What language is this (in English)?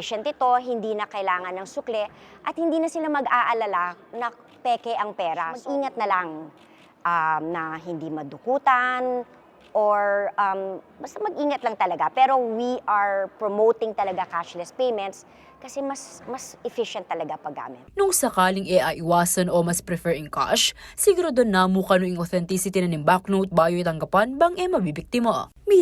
Pampanga